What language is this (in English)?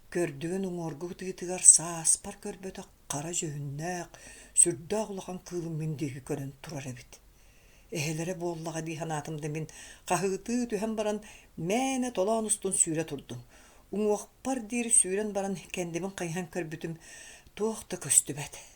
Yakut